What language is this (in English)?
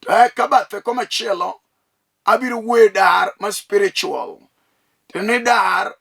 Luo (Kenya and Tanzania)